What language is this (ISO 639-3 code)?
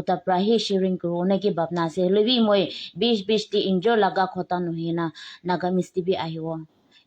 nag